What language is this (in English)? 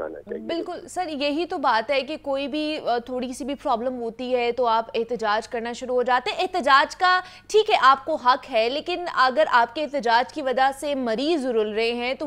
Urdu